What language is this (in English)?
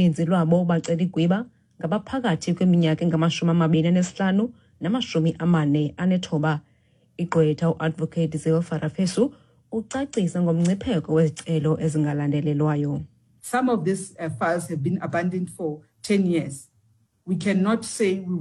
Xhosa